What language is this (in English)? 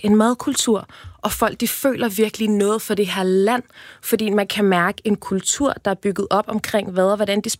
Danish